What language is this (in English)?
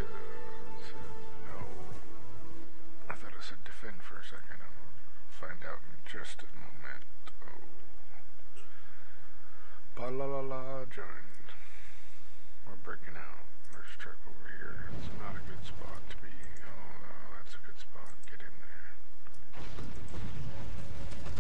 English